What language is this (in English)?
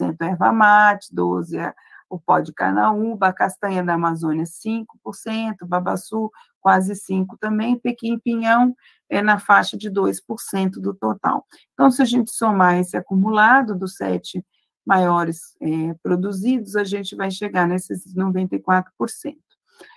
Portuguese